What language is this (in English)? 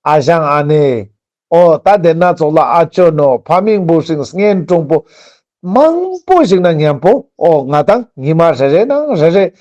Ladakhi